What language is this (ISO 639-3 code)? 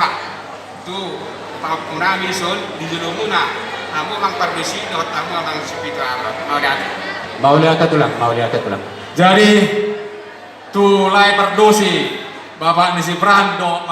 bbc